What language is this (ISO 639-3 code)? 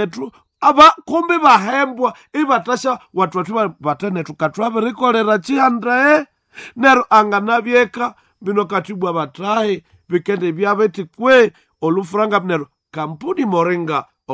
nnb